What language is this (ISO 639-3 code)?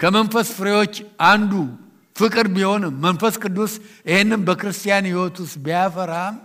amh